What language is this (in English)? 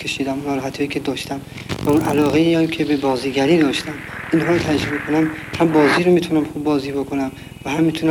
Persian